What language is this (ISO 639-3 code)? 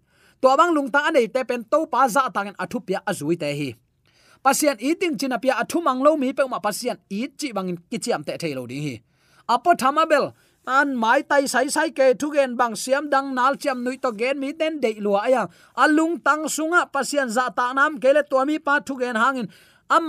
ctd